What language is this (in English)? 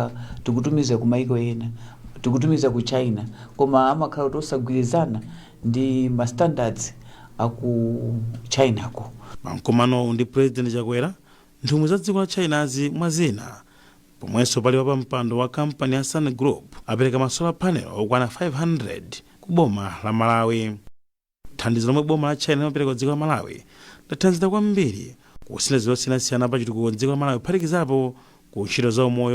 Nyanja